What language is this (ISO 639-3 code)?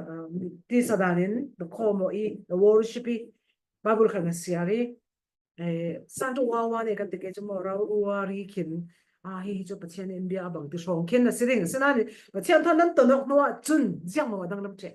cfm